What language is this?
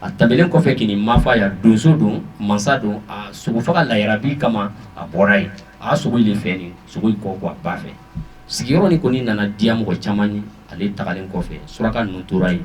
Bambara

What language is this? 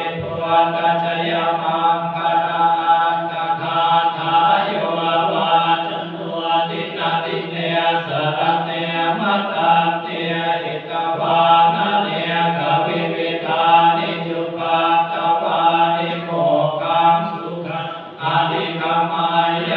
Pali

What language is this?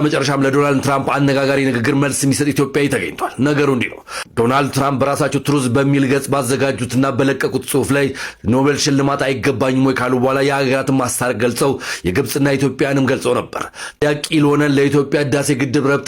Amharic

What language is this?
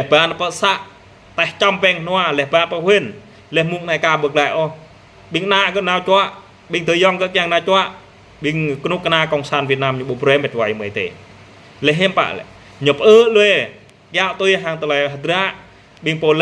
Jarai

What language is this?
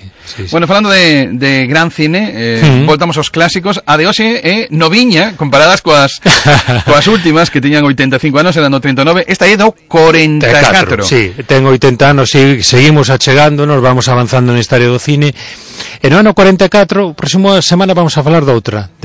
Galician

